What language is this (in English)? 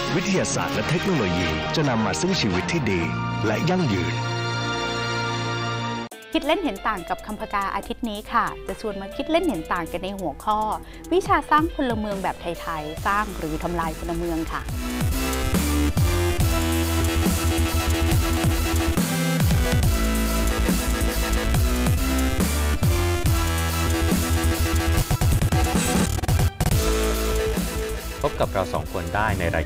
Thai